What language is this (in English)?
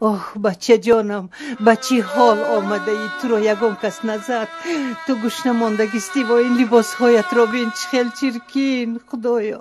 Tajik